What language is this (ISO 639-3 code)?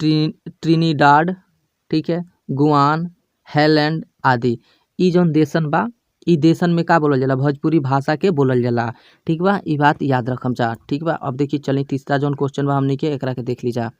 bho